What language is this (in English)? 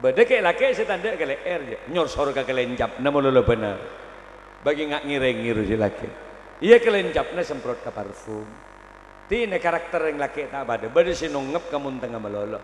Madurese